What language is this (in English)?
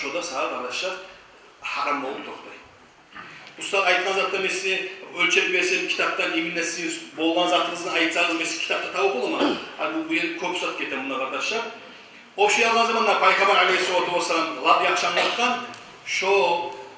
Kumyk